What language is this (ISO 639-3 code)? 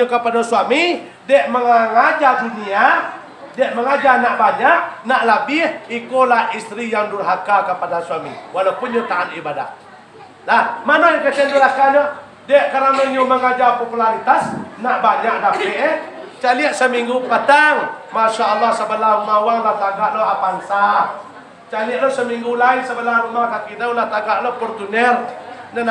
min